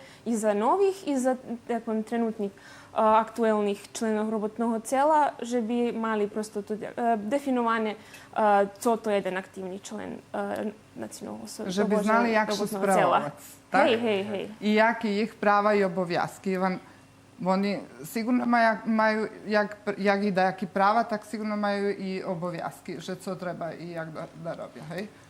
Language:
Rusyn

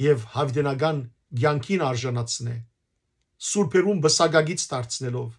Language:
Western Armenian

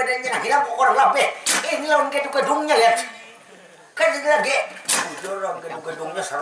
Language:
Banjar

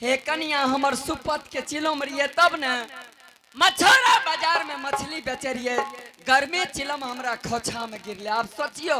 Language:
Angika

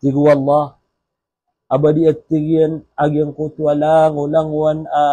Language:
Maranao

